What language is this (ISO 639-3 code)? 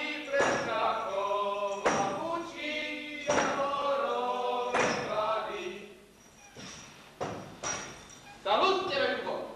slk